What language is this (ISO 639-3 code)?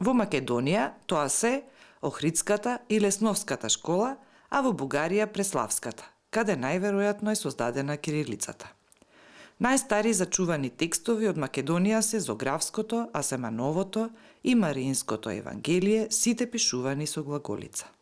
mkd